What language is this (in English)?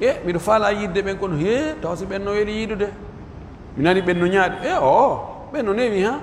Pular